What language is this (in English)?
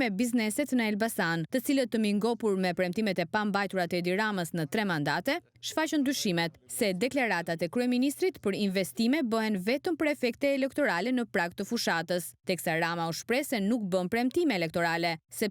Albanian